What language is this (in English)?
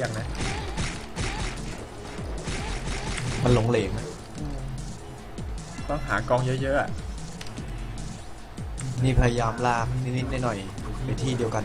Thai